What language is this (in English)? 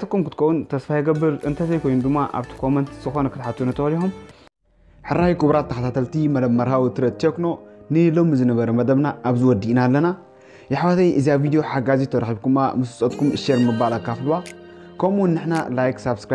Tigrinya